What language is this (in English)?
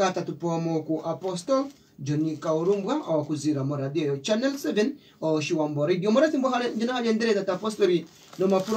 Kuanyama